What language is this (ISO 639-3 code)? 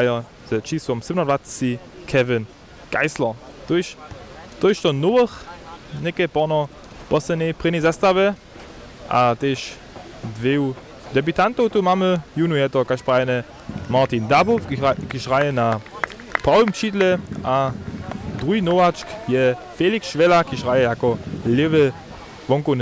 hsb